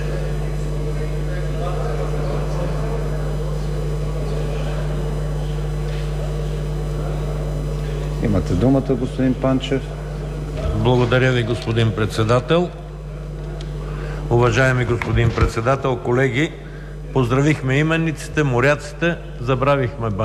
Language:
Bulgarian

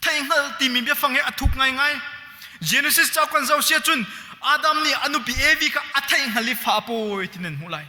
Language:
Hakha Chin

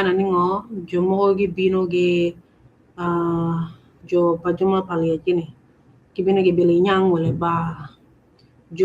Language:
Acoli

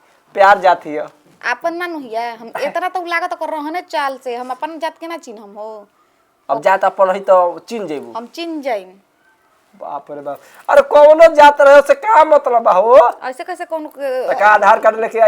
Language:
Bhojpuri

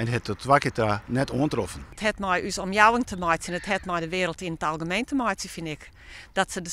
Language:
Western Frisian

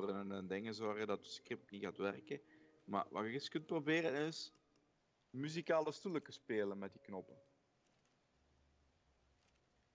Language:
Dutch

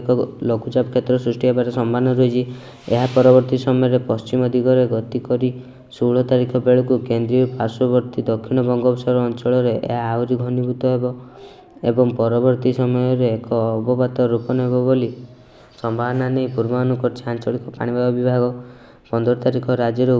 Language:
Odia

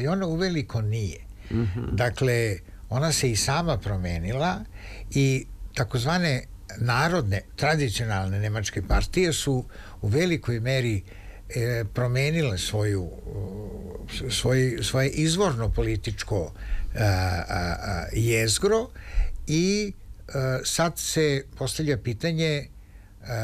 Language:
Serbian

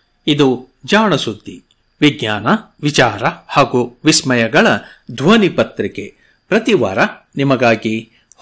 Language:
Kannada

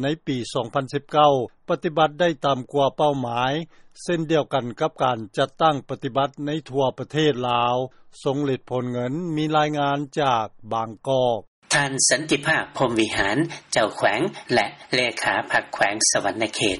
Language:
Lao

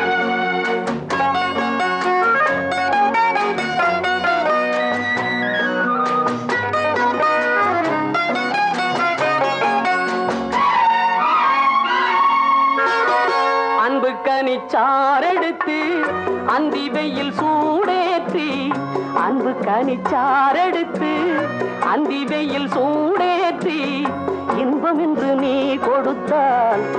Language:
Tamil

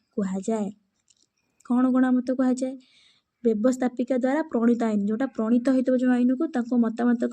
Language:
Odia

